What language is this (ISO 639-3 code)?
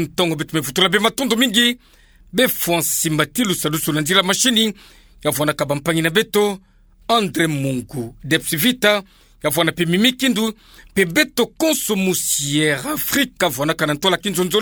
ktu